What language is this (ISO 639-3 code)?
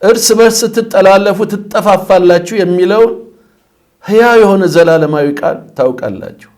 amh